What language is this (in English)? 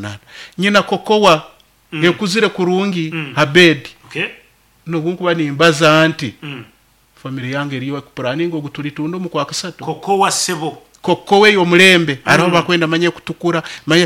Nyoro